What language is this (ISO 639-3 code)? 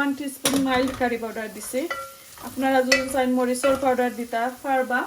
syl